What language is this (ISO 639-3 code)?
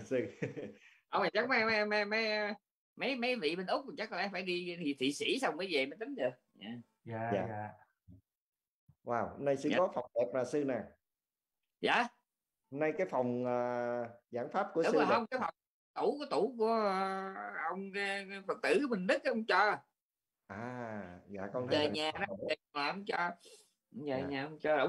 vie